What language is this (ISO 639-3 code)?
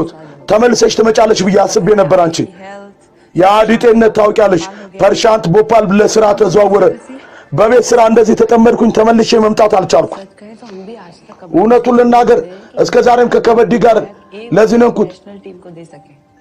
amh